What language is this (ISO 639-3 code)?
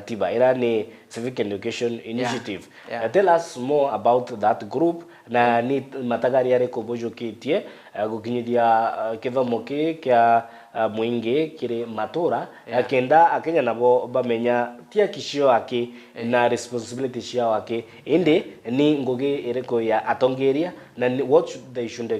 mer